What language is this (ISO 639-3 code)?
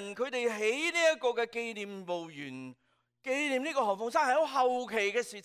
yue